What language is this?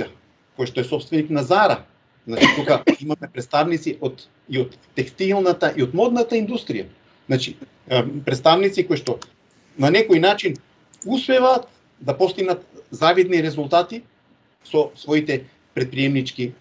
Macedonian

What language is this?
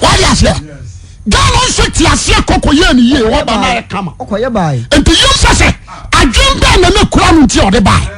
Akan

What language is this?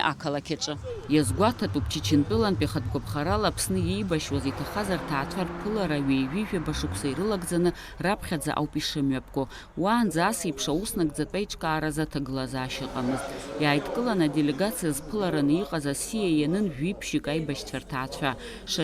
Abkhazian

